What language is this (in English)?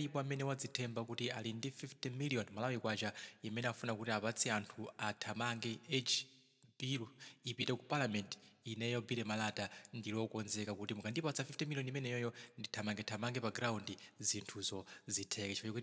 Nyanja